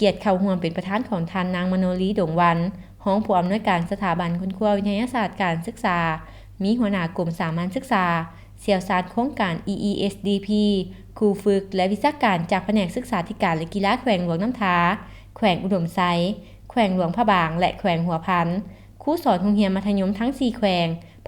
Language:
Lao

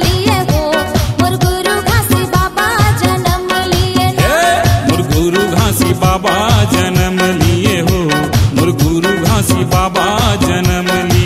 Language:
Chhattisgarhi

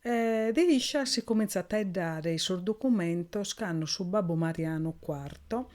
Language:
Sardinian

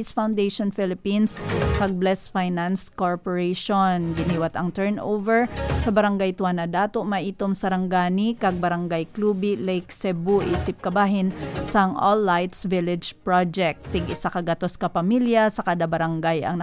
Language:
Hiligaynon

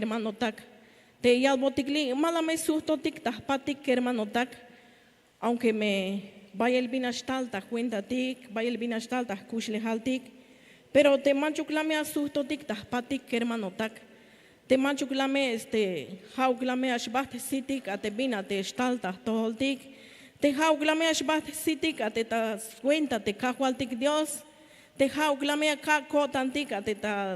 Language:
Tzeltal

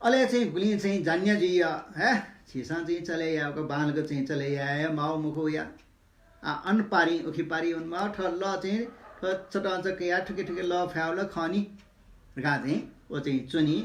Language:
Newari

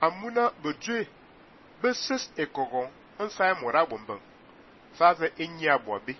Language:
Fang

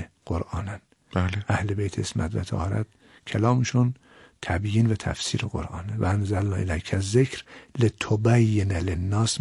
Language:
Persian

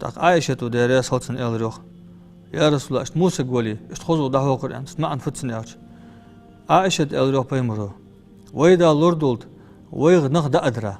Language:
Ingush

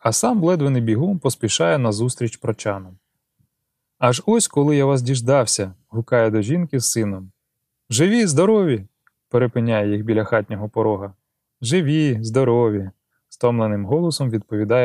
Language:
Ukrainian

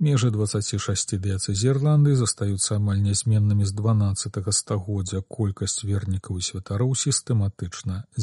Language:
Belarusian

